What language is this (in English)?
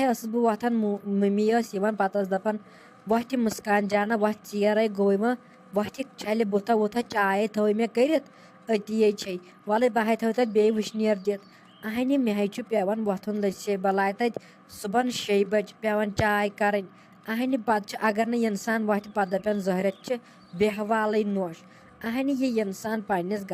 Kashmiri